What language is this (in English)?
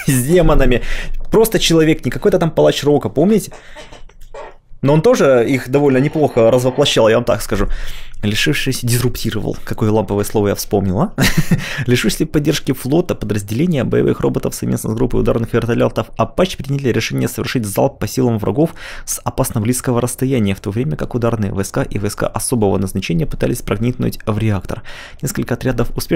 Russian